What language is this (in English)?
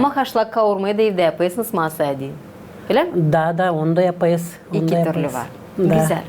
Gagauz